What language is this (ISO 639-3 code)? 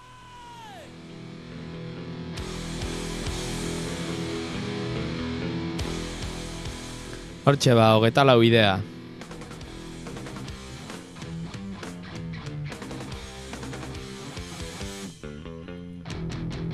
eus